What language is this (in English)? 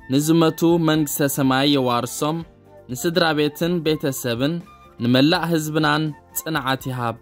Tigrinya